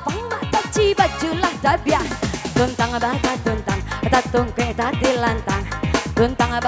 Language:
Minangkabau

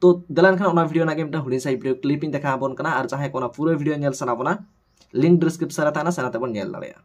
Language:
Santali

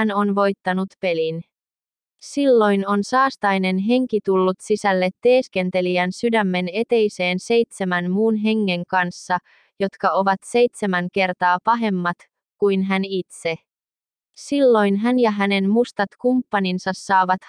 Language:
Finnish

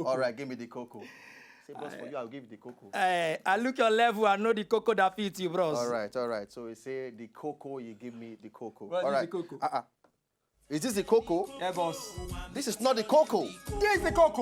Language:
Nigerian Pidgin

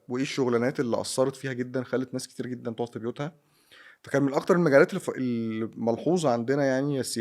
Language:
Egyptian Arabic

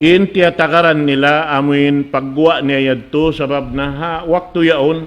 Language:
Tausug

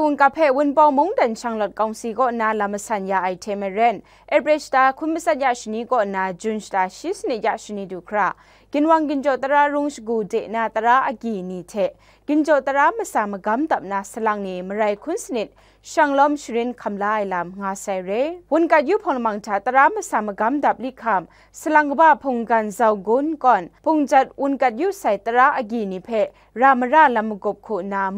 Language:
Kachin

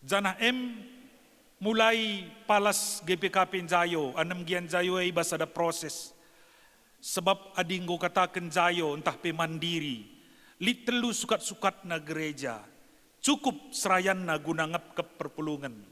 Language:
Batak Karo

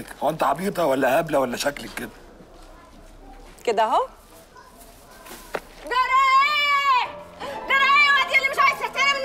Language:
Egyptian Arabic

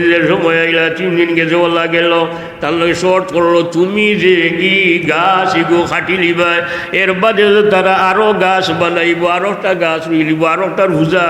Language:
Sylheti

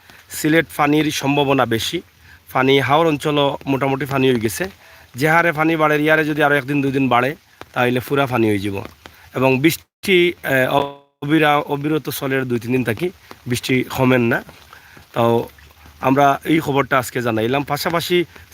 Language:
Sylheti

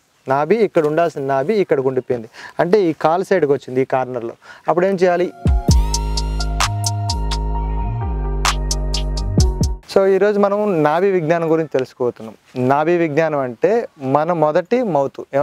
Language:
Telugu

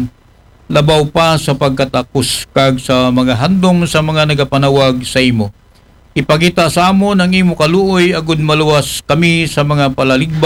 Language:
Aklanon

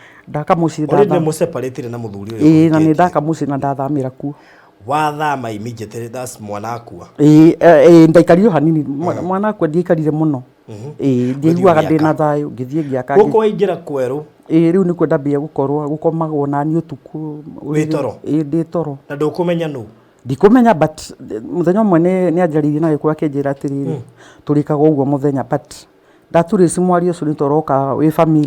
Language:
Kikuyu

